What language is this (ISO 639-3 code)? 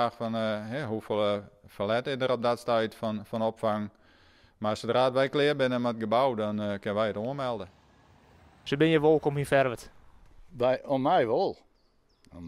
fry